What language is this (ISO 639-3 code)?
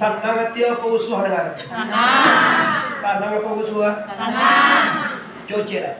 min